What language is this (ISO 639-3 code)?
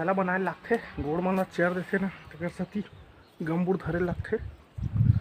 hne